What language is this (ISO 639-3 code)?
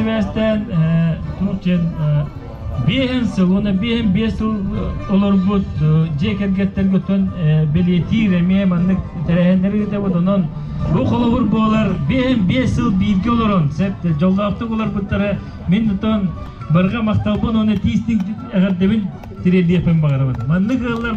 sah